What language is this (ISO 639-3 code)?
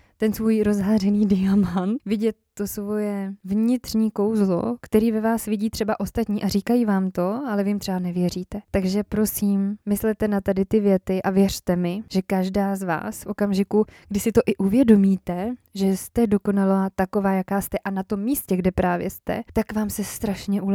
ces